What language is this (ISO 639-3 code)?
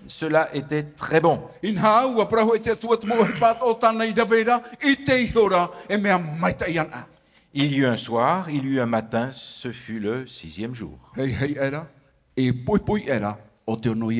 tah